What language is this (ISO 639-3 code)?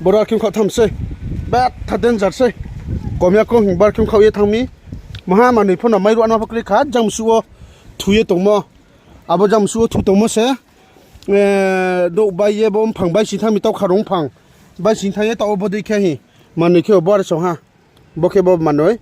ria